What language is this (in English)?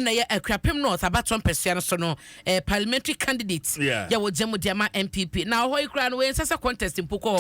Akan